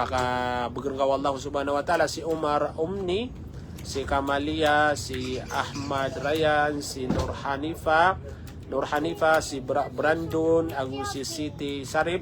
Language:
Maranao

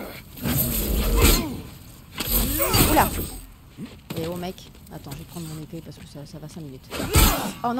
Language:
French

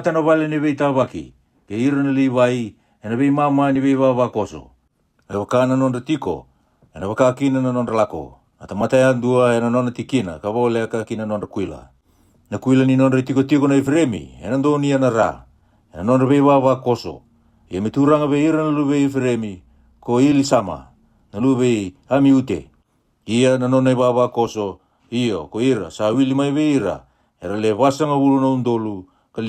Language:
Fijian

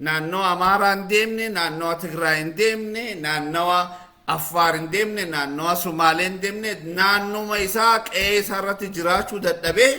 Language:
Oromo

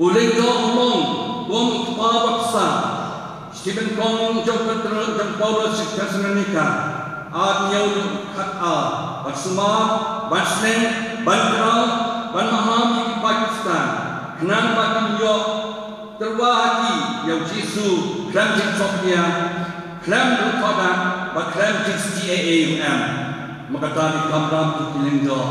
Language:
Khasi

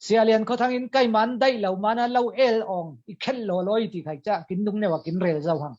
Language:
Falam Chin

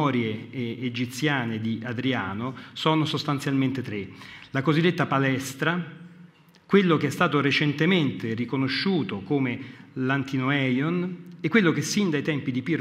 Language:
Italian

